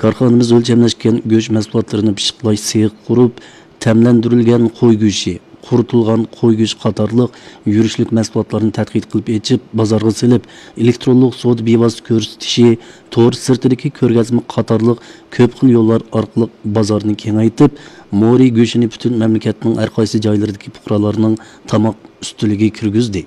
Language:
Uyghur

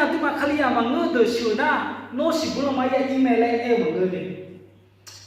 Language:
Akha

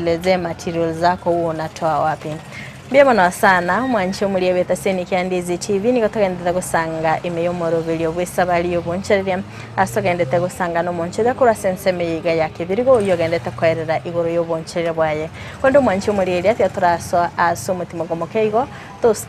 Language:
Gusii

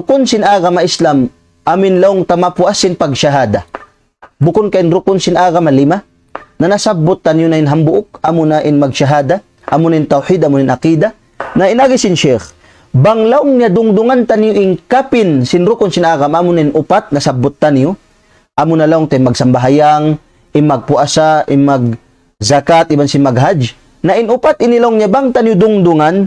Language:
Tausug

